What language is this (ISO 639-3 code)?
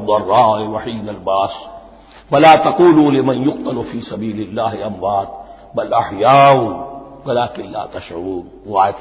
urd